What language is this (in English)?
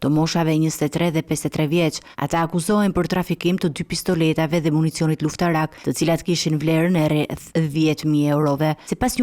Albanian